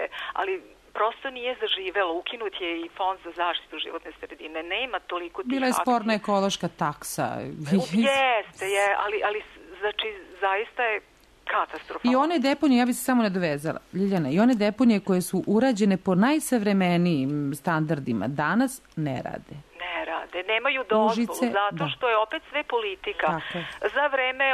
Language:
Serbian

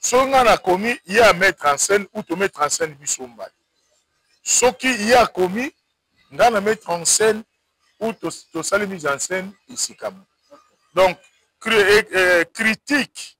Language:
Lingala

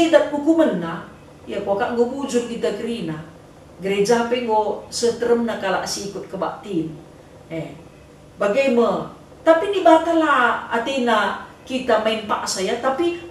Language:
Batak Karo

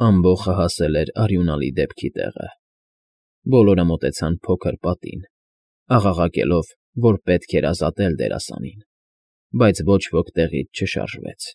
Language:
Armenian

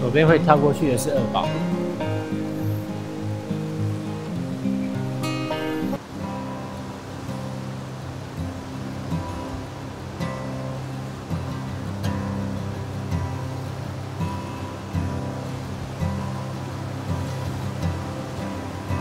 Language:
Chinese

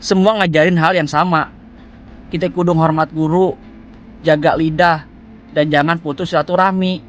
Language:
Betawi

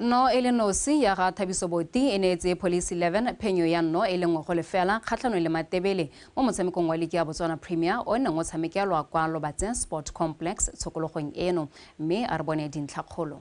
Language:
Tswana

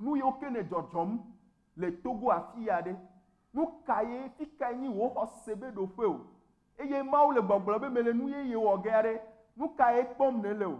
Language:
Ewe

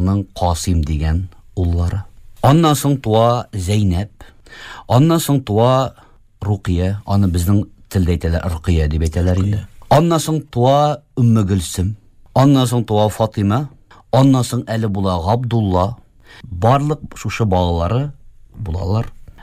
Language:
Tatar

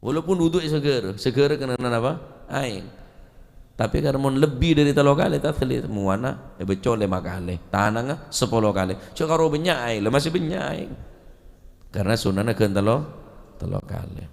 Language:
Madurese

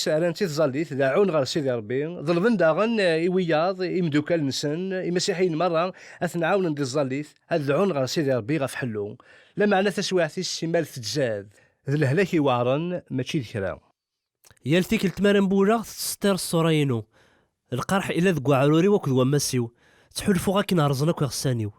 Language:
Kabyle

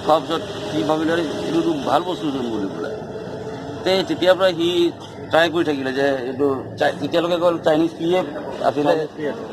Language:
Assamese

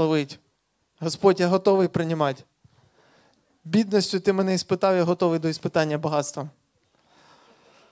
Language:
Ukrainian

